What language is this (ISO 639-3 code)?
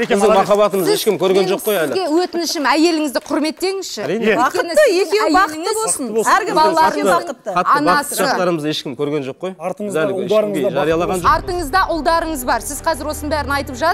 kaz